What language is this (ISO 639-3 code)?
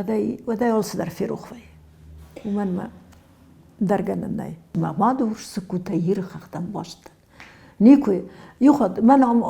oss